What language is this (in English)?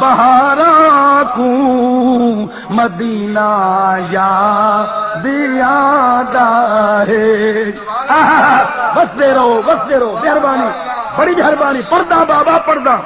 Saraiki